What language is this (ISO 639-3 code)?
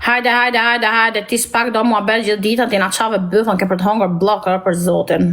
sqi